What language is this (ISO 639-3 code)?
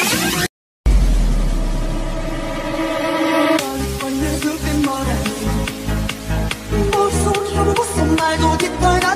kor